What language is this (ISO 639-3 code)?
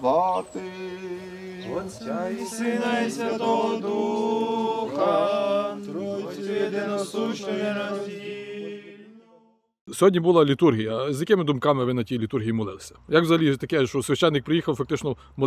ukr